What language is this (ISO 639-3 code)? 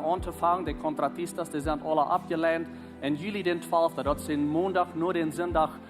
pdt